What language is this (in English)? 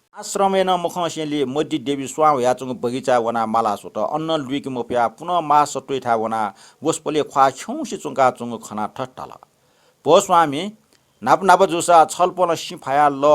Newari